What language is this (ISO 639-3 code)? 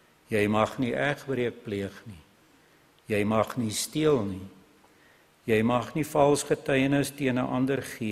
afr